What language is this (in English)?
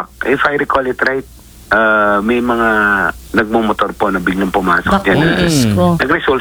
Filipino